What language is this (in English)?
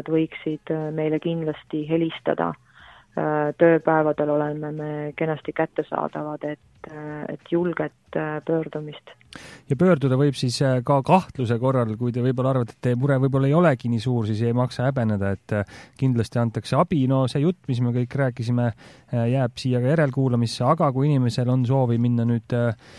Estonian